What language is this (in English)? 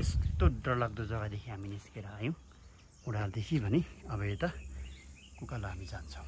Nepali